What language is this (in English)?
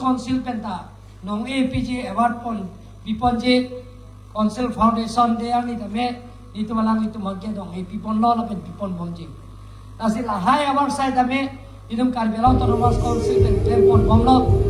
Karbi